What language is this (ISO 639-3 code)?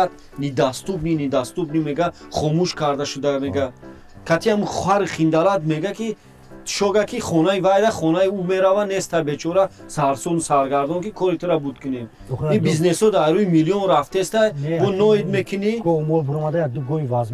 tgk